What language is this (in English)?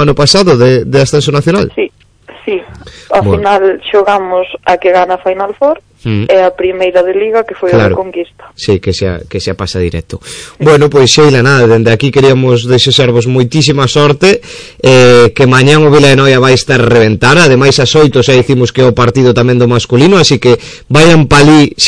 Galician